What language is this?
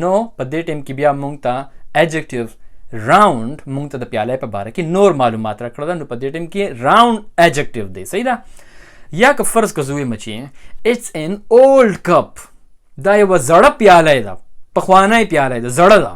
Pashto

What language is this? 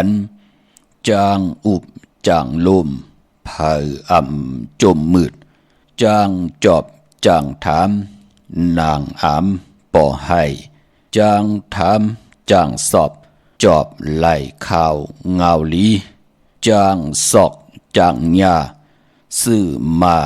Shan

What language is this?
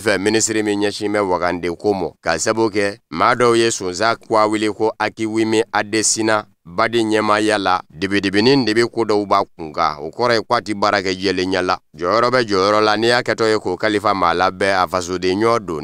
Bambara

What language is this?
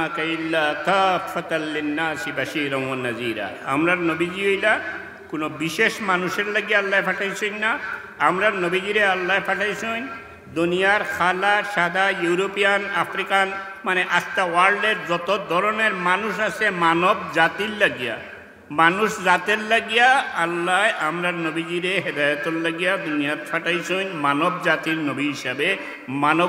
Sylheti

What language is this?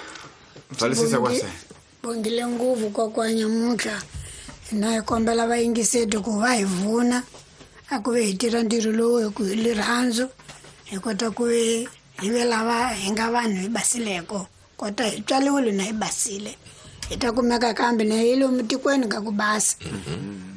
Tsonga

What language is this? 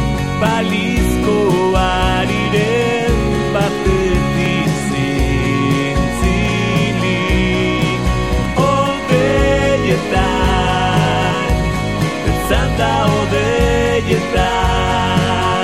Basque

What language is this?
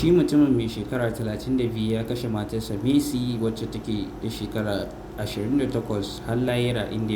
Hausa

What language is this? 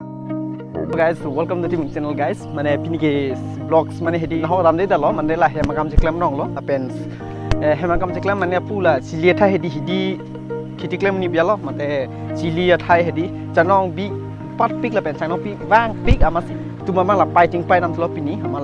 Karbi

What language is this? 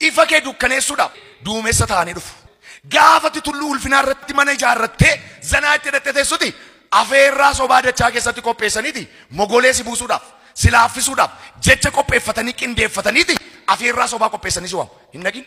Oromo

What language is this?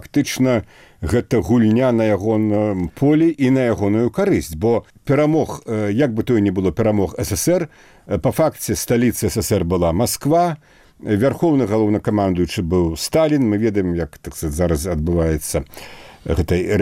Belarusian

